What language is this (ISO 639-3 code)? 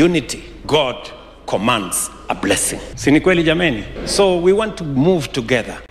kik